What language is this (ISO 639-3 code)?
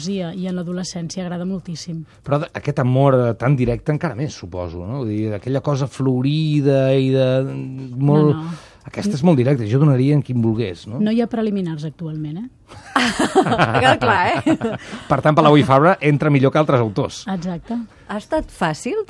cat